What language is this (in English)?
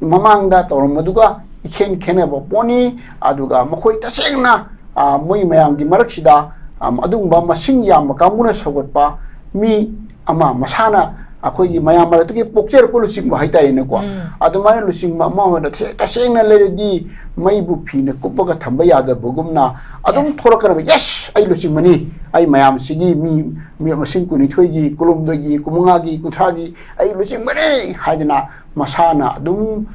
Manipuri